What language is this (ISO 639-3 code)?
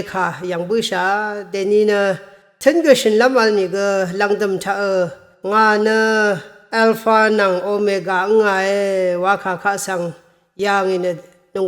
raw